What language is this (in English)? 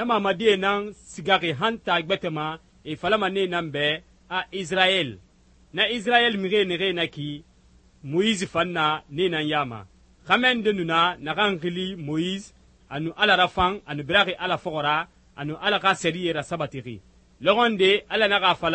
Susu